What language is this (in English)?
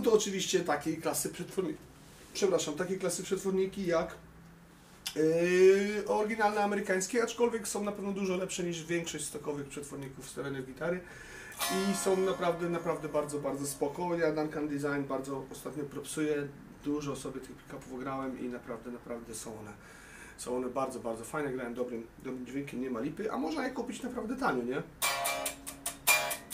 Polish